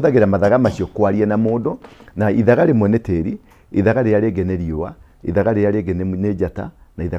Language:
Kikuyu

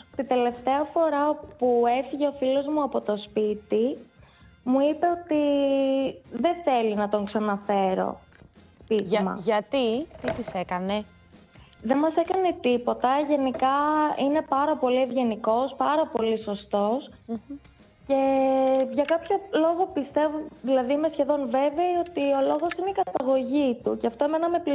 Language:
Greek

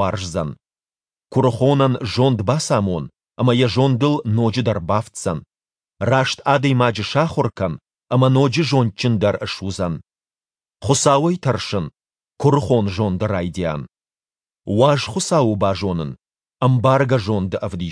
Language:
Ossetic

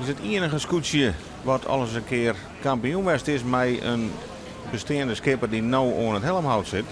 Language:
Western Frisian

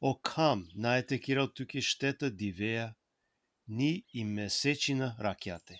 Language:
Balkan Romani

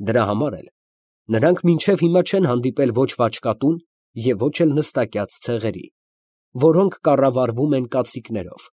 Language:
Armenian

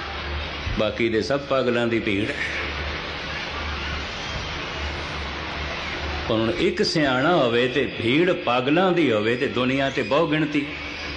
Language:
Punjabi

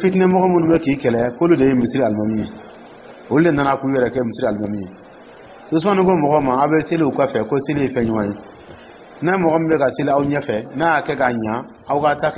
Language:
Dyula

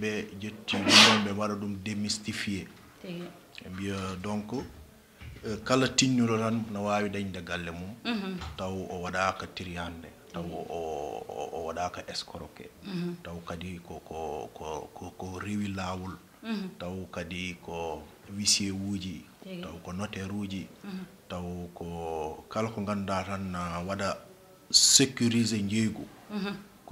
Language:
Fula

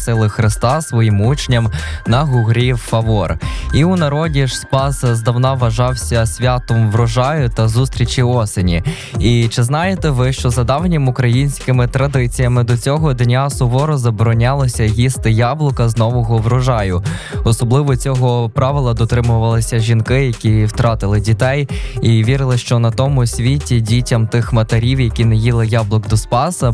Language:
Ukrainian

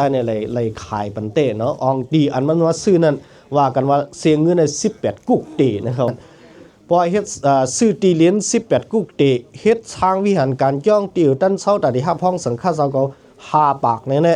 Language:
Shan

